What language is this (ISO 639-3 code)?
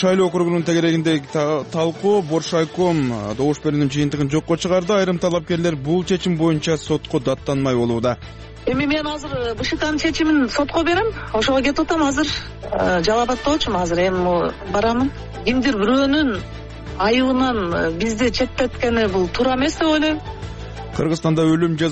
kir